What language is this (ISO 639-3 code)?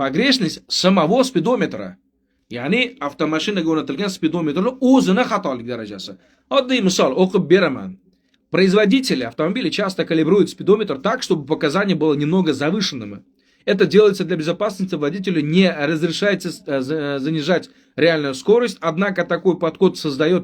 uzb